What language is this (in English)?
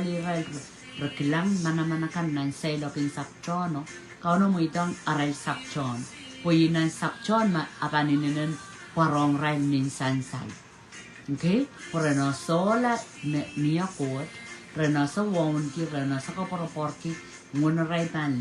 Pohnpeian